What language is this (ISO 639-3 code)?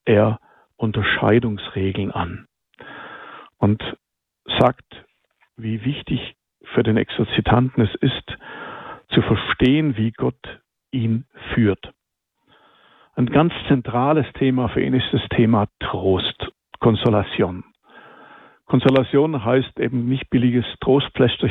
deu